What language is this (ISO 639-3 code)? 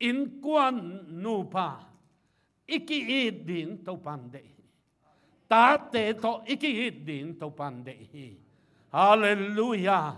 ctd